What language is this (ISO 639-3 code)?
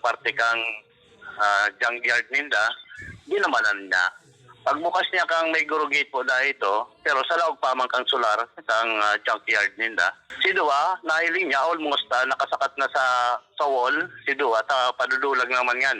bik